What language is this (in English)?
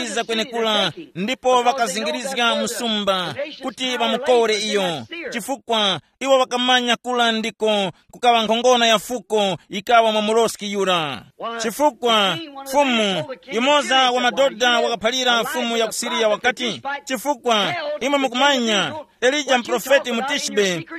Tumbuka